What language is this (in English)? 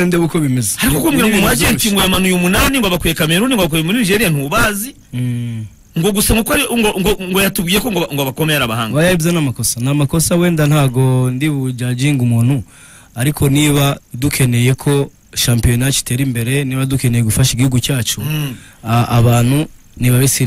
Kinyarwanda